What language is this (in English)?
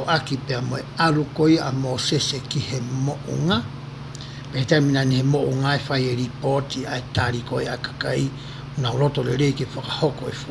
Tongan